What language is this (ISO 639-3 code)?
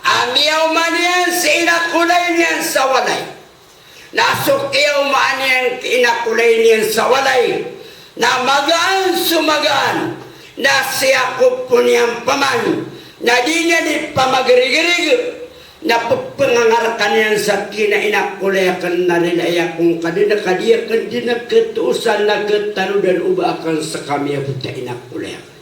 mrw